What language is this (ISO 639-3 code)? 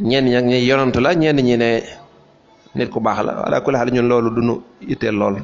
wol